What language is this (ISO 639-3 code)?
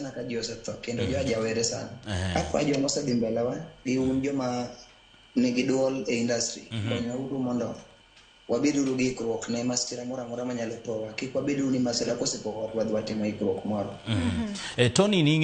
luo